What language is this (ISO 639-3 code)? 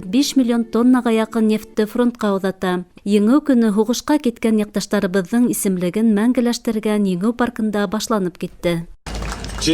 bak